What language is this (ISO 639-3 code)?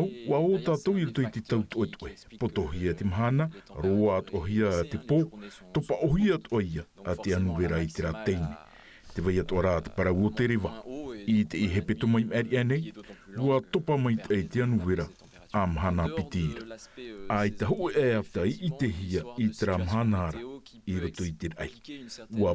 tah